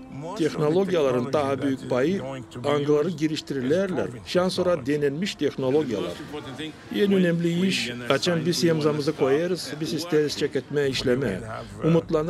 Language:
Gagauz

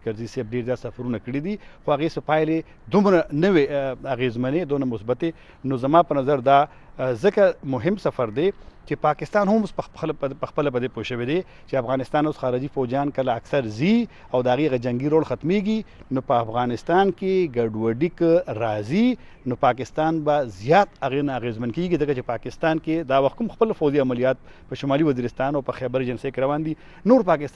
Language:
Pashto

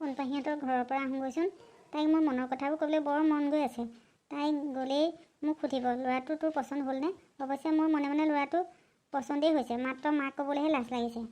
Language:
Assamese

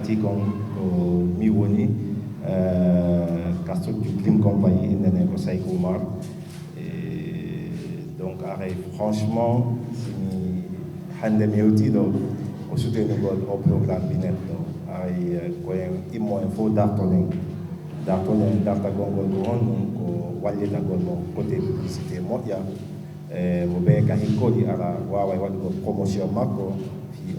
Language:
Fula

